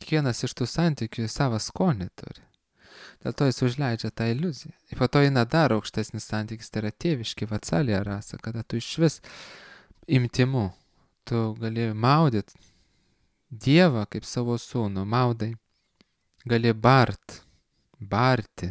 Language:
Lithuanian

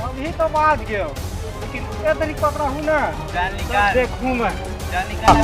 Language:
Chhattisgarhi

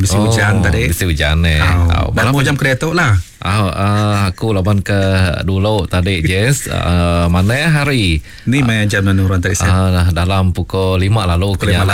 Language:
Iban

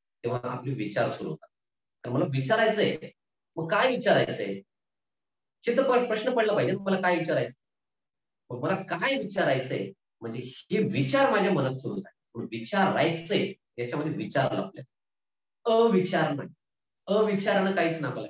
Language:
Marathi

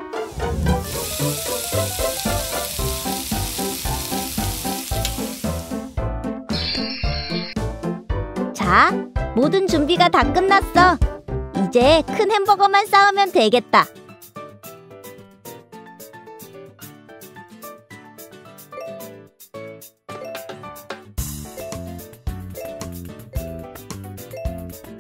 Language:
Korean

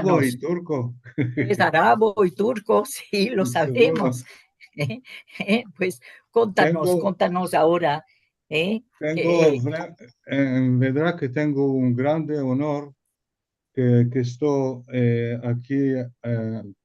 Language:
Ladino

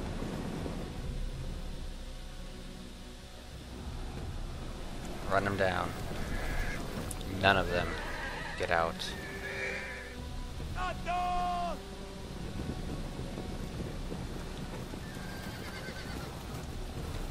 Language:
English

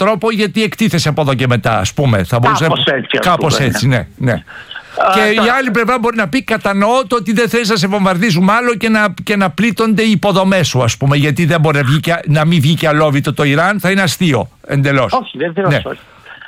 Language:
Greek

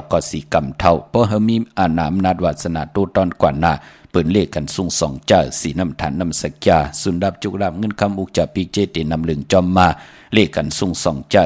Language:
Shan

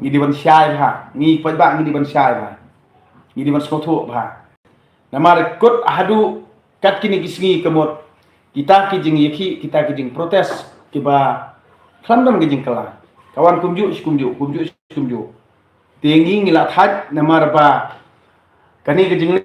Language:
Khasi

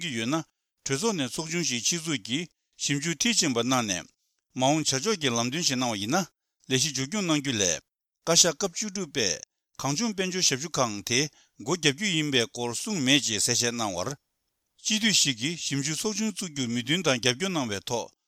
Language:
Tibetan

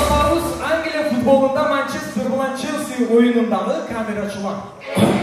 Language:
Kara-Kalpak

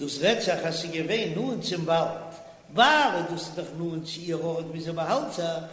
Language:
Yiddish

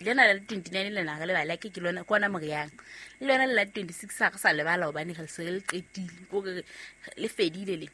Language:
Southern Sotho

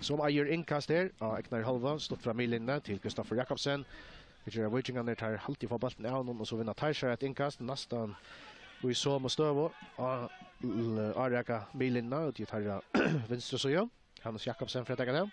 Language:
Faroese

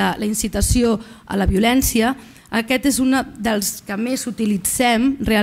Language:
Catalan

